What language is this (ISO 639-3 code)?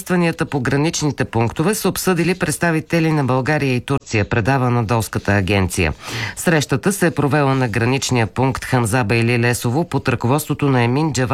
bul